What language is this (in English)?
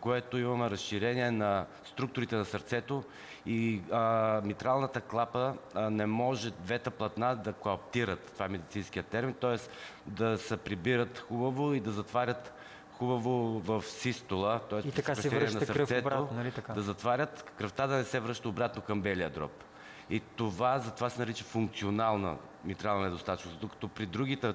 Bulgarian